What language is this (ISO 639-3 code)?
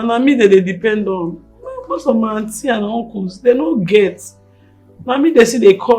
pcm